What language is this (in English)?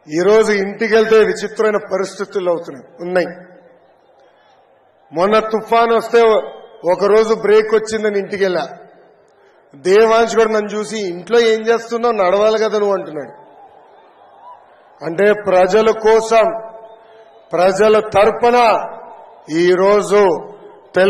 Telugu